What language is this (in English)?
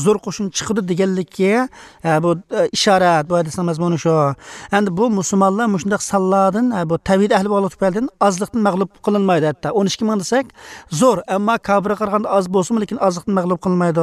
Uyghur